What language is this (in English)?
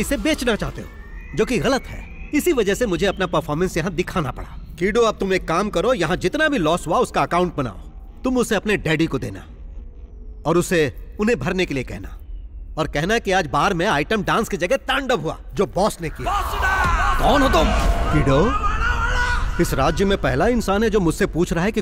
Hindi